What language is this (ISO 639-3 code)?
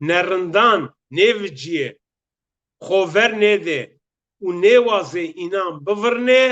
zza